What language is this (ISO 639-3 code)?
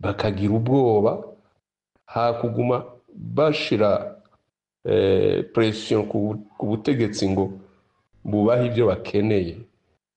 run